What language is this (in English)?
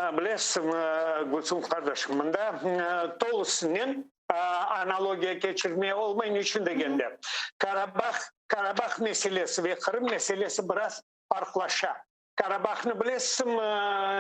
Crimean Tatar